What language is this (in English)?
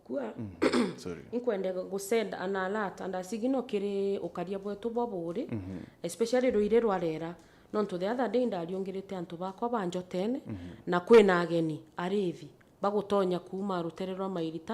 Meru